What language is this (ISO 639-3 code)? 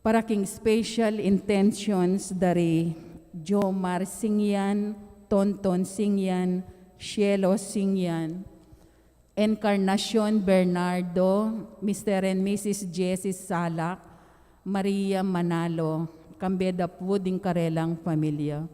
pam